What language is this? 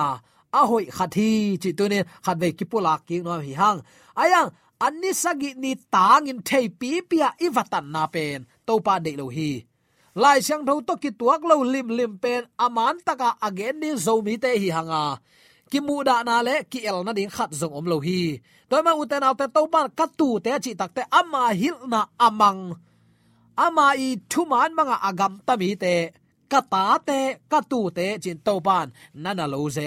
Tedim Chin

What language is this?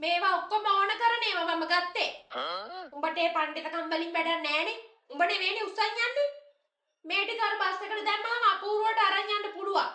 Sinhala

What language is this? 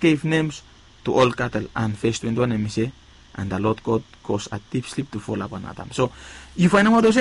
Bislama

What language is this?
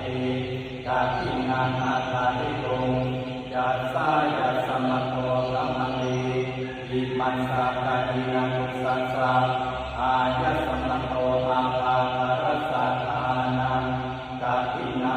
Pali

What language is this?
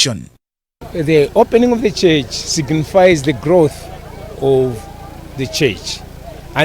English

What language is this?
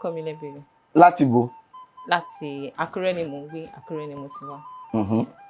Yoruba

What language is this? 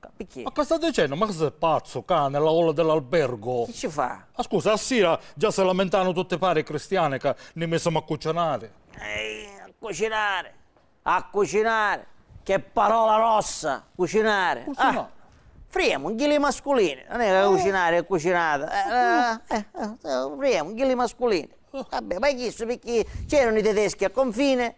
Sicilian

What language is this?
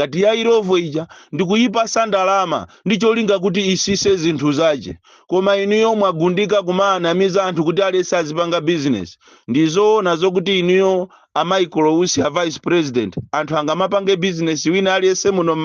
Nyanja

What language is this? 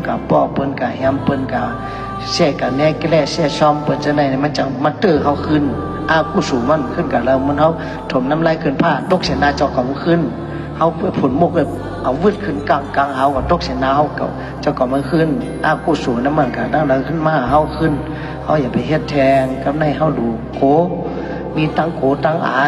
Shan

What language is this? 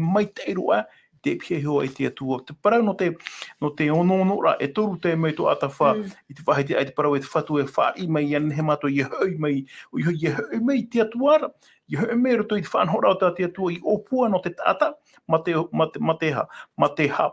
Tahitian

